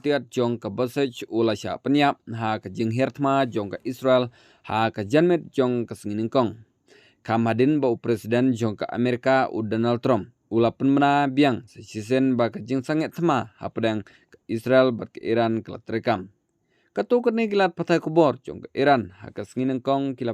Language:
Khasi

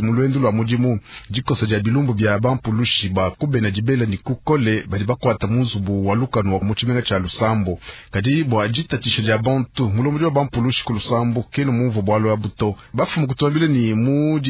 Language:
Luba-Lulua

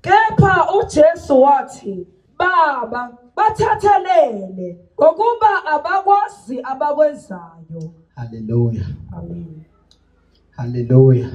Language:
Zulu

